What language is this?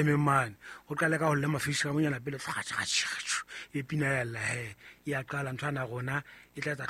Southern Sotho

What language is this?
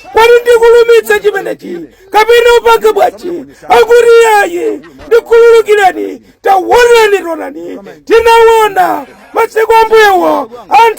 Nyanja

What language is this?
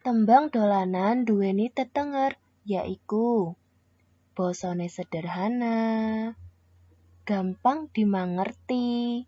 Javanese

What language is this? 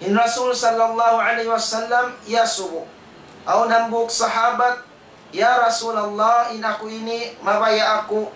Tausug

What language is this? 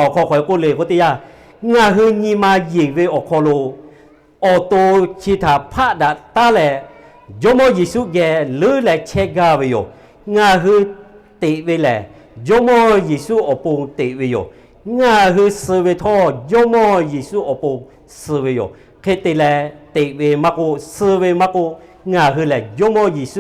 Lahu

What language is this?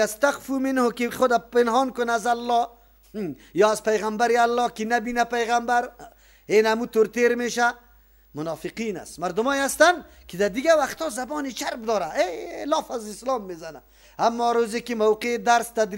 Persian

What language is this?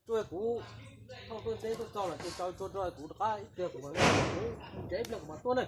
Hmong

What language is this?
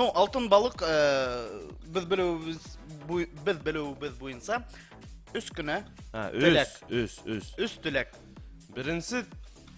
Bashkir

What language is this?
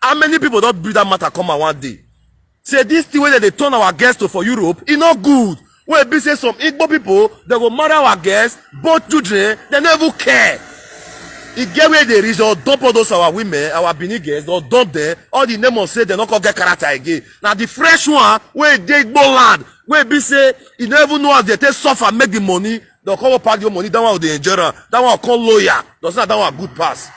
Nigerian Pidgin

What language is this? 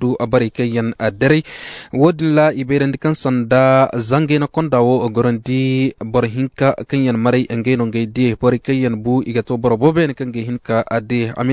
Koyraboro Senni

